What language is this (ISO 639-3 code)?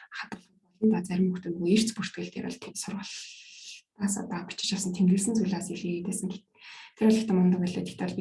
mon